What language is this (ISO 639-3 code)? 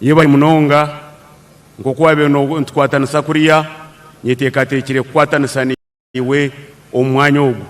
nyn